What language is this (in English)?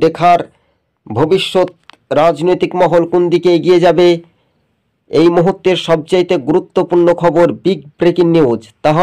Bangla